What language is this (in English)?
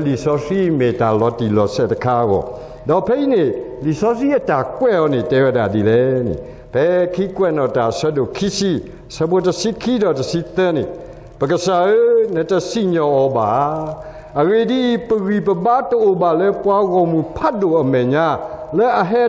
S'gaw Karen